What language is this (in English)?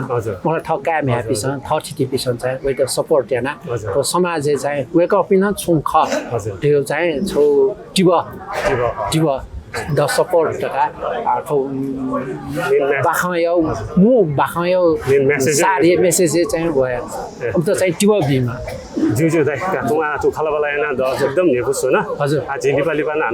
Newari